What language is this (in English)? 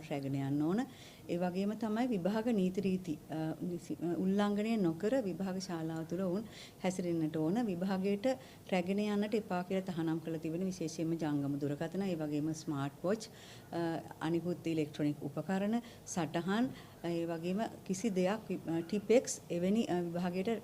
Sinhala